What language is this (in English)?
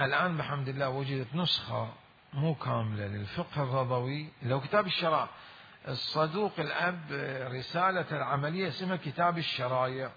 Mesopotamian Arabic